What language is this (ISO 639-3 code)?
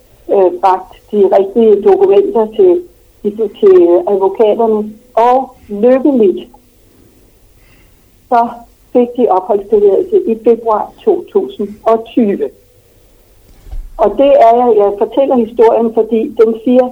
dan